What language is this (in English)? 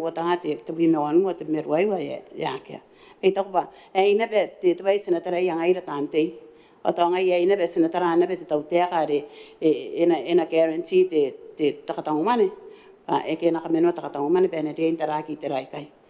Gilbertese